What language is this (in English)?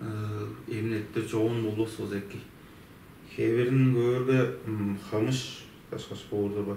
Tuvinian